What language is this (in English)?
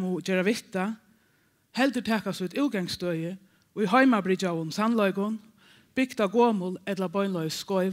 Faroese